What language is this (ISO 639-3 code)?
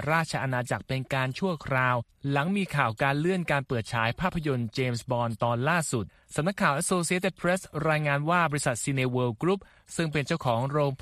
tha